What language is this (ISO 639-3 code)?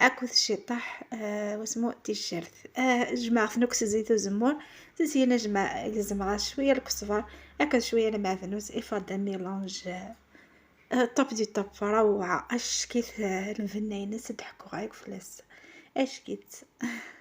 arq